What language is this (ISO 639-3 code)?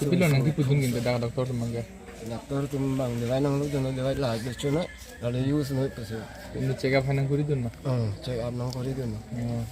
mjw